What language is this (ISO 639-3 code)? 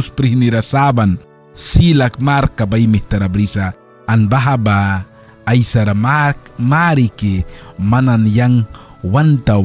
miq